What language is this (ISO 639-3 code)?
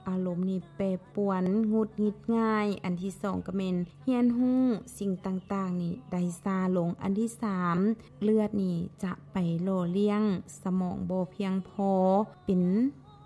lao